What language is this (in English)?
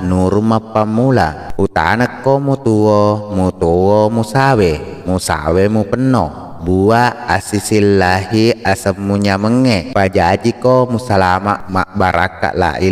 Buginese